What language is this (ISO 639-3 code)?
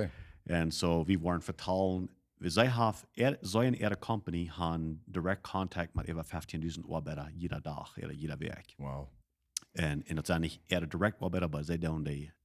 pdt